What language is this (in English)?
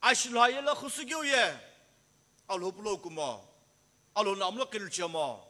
Sumi Naga